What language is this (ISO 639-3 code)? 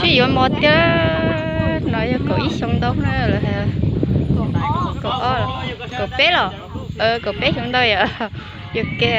hmn